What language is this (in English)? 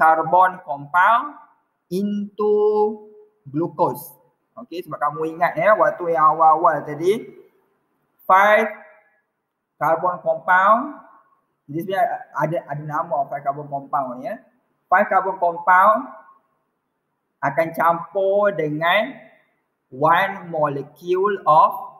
Malay